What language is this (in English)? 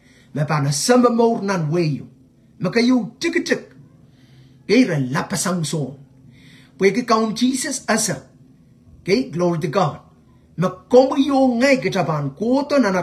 Pohnpeian